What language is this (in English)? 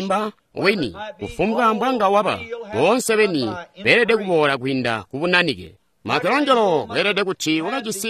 Tonga (Zambia)